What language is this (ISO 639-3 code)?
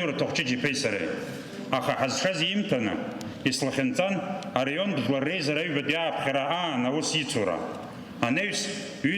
abk